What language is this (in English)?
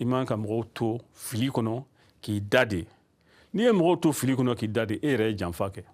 Bambara